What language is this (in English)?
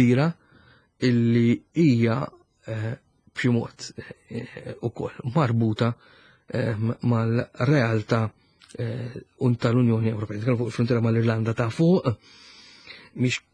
Maltese